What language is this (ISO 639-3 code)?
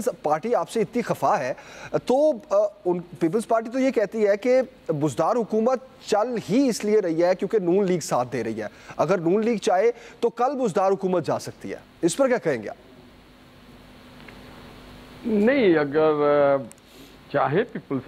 urd